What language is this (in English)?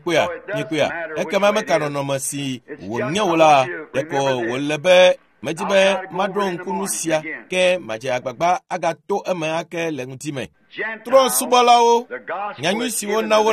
Ewe